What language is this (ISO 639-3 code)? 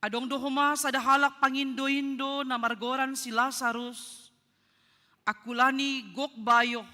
bts